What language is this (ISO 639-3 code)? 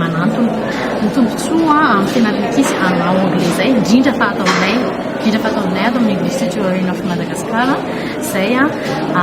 mlg